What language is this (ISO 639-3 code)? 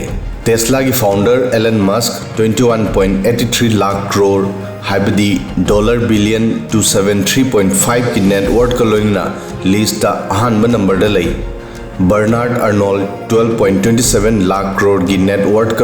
mni